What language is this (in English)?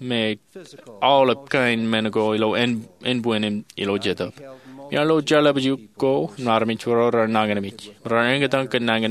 Marshallese